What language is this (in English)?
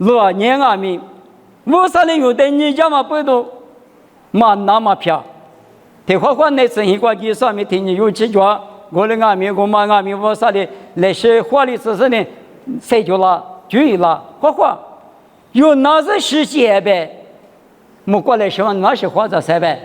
Lisu